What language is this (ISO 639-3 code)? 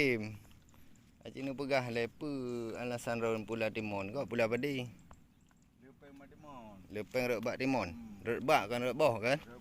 ace